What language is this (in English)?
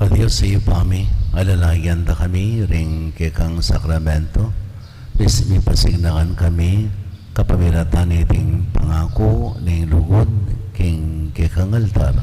Pampanga